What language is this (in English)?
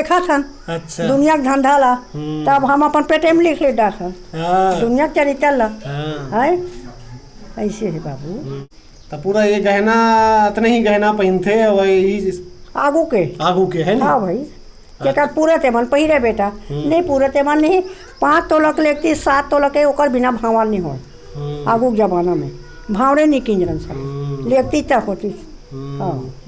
Chhattisgarhi